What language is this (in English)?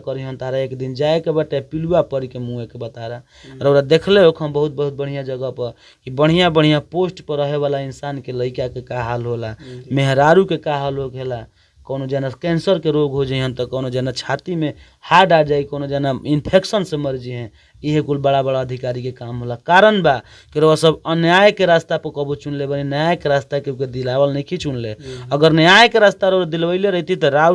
Bhojpuri